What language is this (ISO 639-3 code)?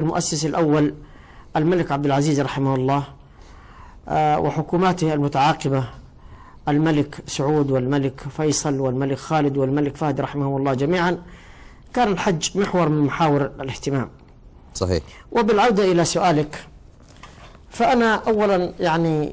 ara